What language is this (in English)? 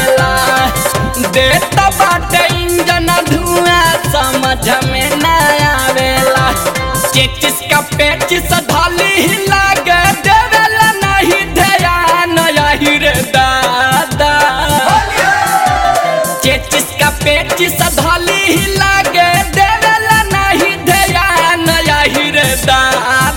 Bhojpuri